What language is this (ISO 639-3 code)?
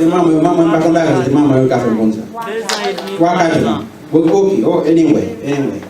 hat